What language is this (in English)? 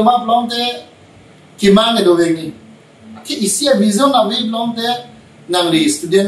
Karbi